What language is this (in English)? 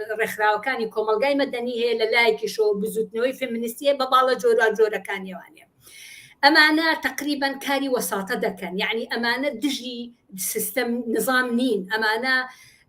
Central Kurdish